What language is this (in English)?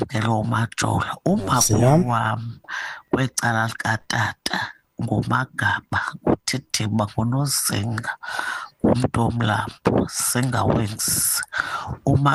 Xhosa